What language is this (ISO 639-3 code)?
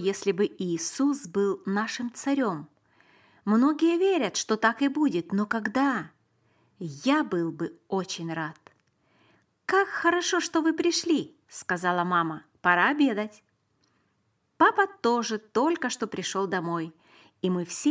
rus